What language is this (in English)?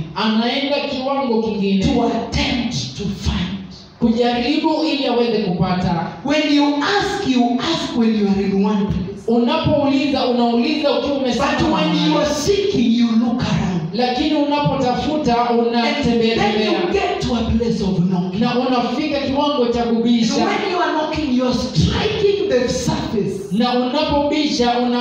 Swahili